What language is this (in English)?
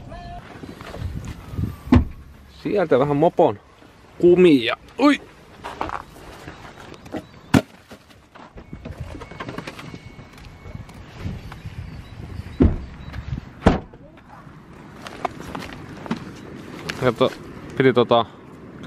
Finnish